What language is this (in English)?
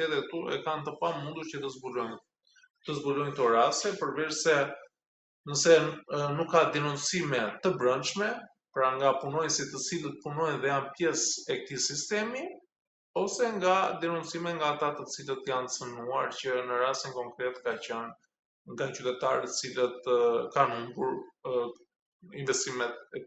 Albanian